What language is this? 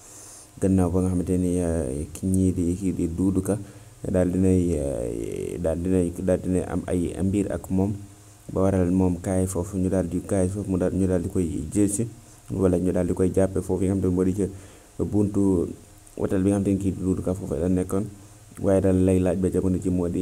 Wolof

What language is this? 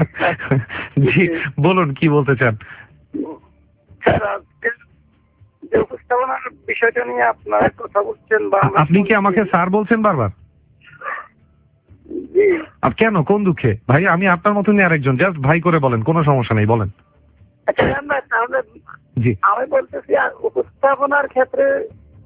Bangla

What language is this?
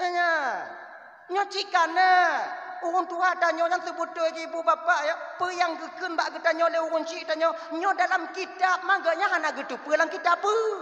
Achinese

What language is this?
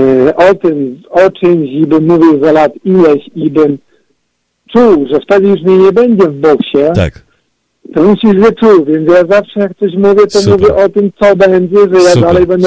Polish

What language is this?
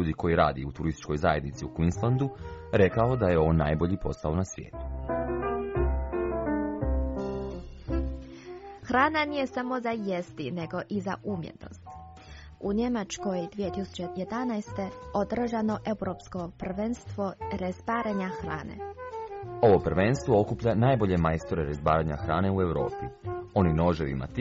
Croatian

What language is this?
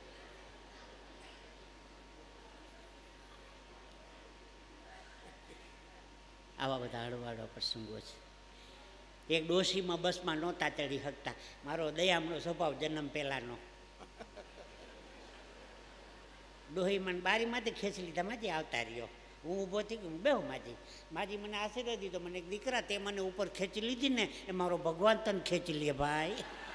Gujarati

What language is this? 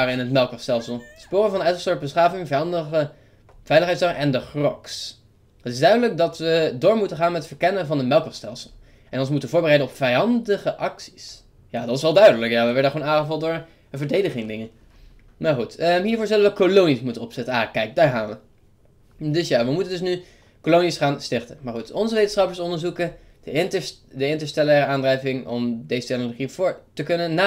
Dutch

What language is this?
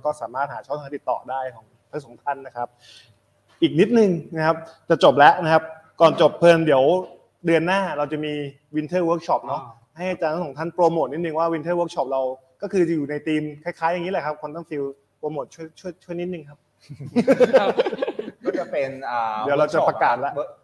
Thai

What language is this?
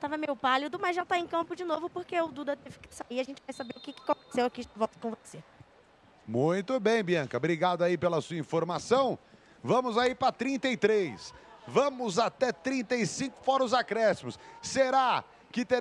Portuguese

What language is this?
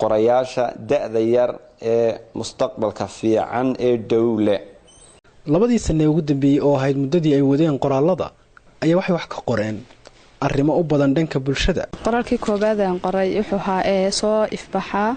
Somali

